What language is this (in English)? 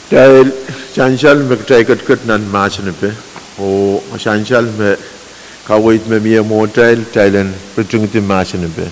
Pohnpeian